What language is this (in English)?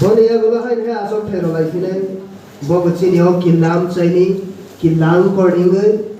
Kok Borok